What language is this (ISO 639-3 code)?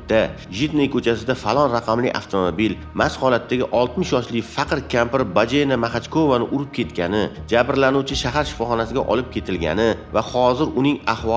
uzb